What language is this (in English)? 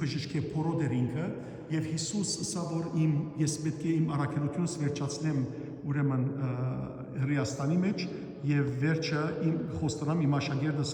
Western Armenian